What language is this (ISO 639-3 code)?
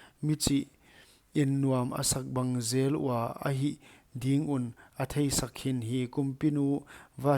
pck